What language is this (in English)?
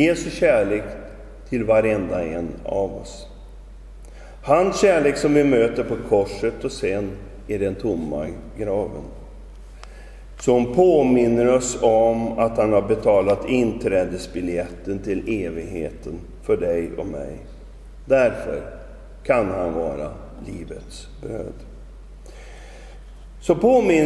Swedish